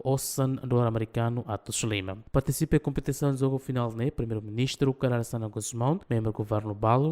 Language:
Tetum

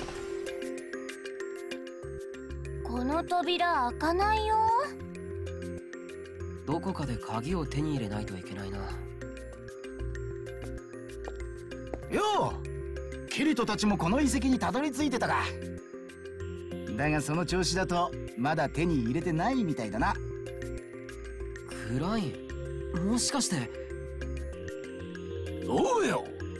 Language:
Japanese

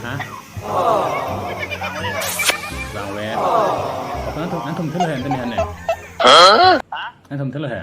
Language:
Karbi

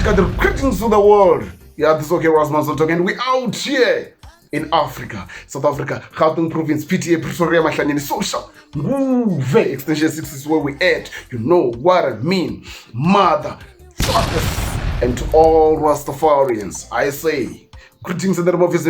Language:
Venda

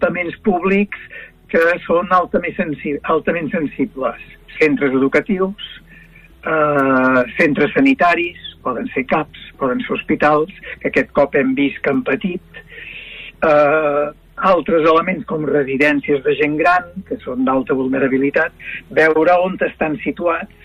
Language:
Catalan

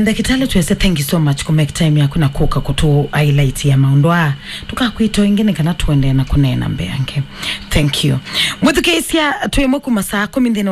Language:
Kamba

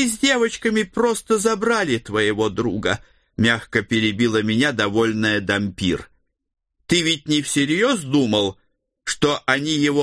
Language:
Russian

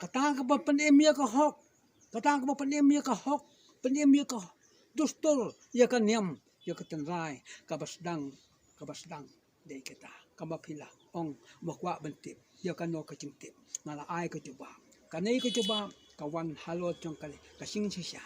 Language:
Khasi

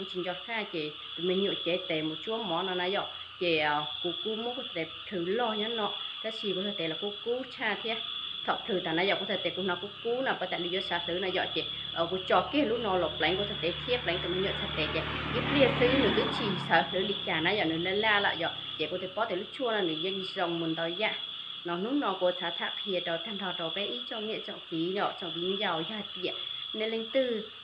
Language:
Hmong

